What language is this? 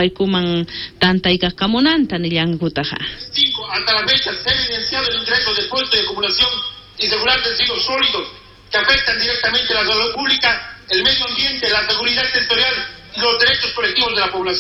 South Bolivian Quechua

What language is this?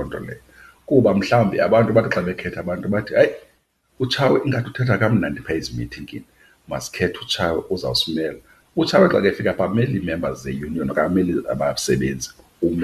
Xhosa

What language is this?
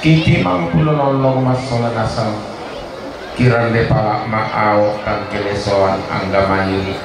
Toraja-Sa'dan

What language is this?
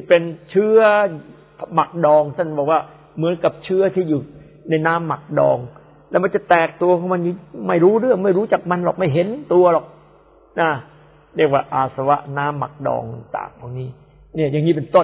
Thai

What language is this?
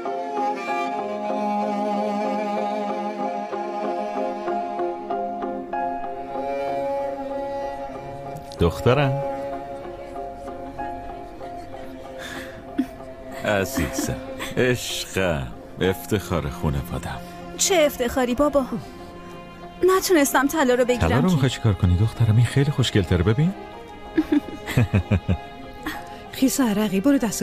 Persian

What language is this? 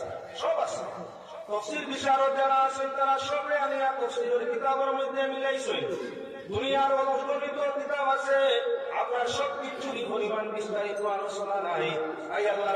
Sylheti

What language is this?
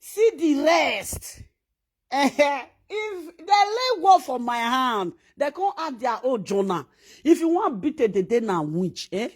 Nigerian Pidgin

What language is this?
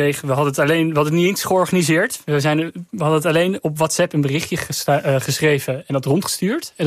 Dutch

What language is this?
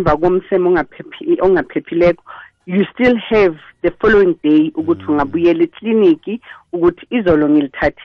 South Ndebele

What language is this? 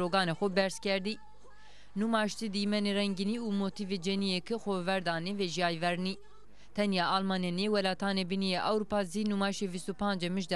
Zaza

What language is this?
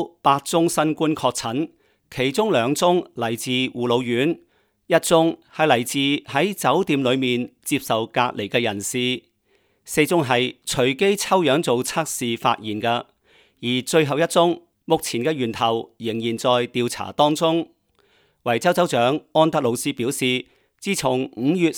Cantonese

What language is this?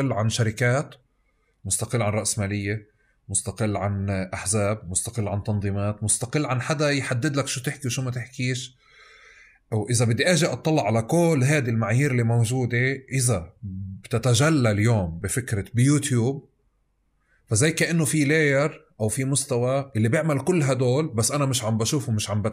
North Levantine Arabic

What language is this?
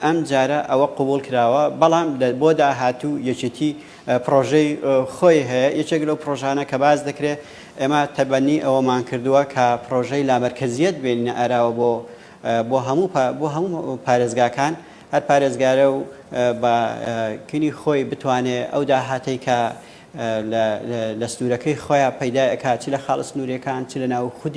Central Kurdish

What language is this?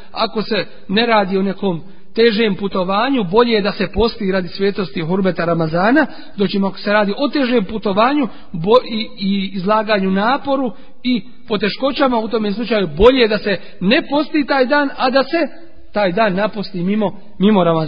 Bosnian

